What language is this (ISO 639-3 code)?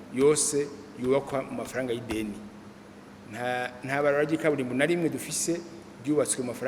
run